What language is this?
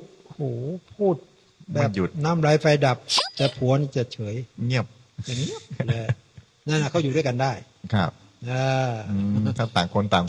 Thai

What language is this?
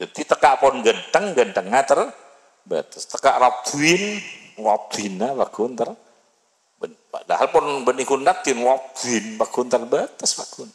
Madurese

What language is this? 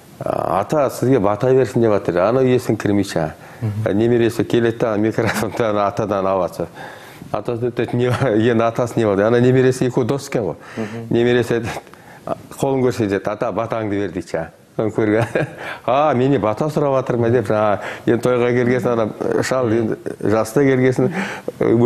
Kazakh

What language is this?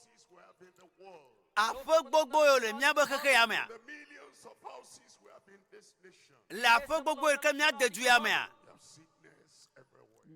Ewe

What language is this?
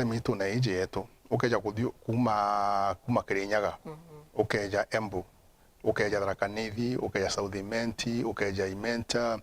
Meru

